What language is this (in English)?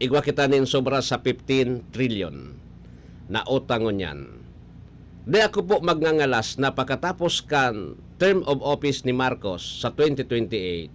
Bikol